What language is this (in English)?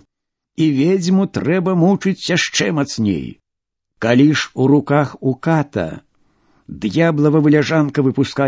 Belarusian